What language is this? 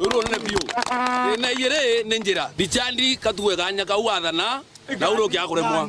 Meru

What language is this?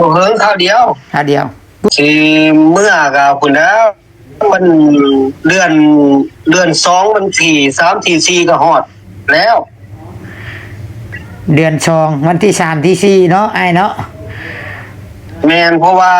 Lao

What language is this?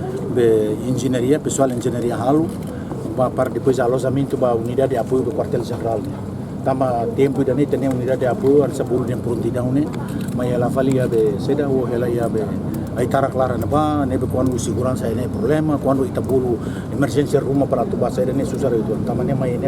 Tetum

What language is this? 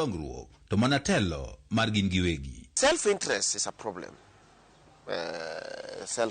Luo (Kenya and Tanzania)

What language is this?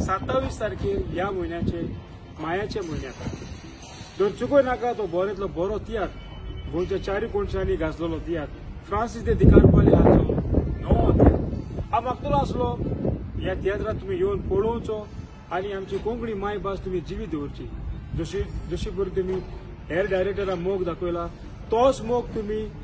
Konkani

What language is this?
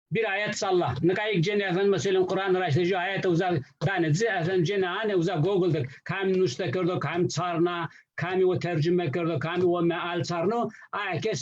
Zaza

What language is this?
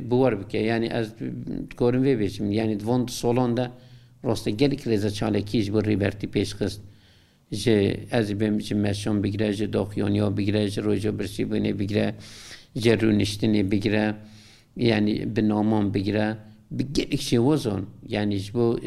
Kurdish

